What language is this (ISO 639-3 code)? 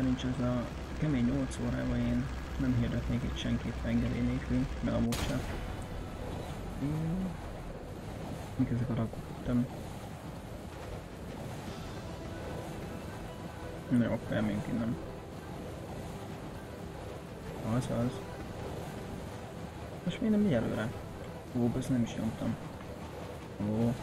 hun